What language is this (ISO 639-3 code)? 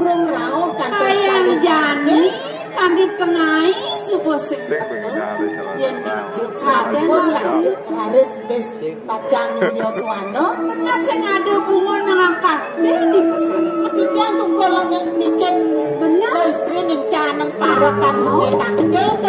ban